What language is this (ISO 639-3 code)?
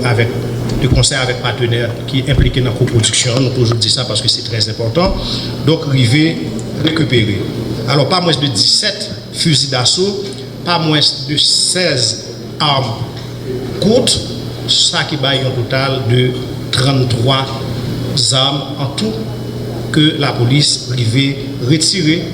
hat